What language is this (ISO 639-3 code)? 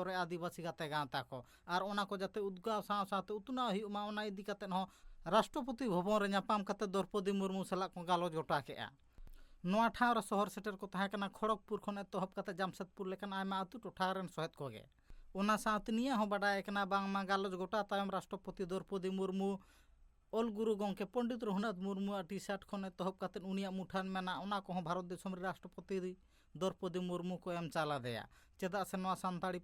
sat